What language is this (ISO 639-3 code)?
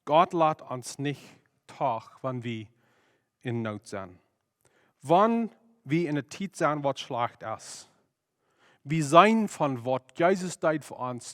pdt